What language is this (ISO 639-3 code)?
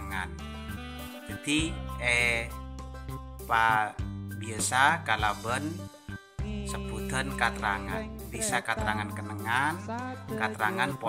mad